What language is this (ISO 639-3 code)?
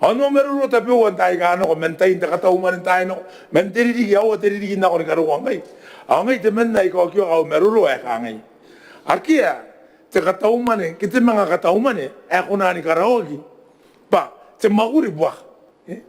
gil